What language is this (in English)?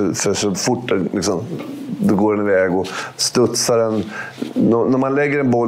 Swedish